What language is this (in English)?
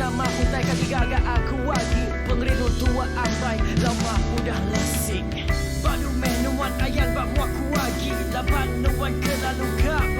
Iban